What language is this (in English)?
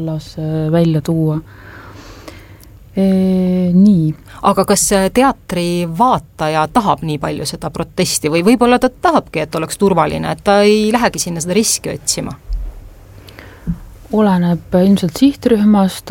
Estonian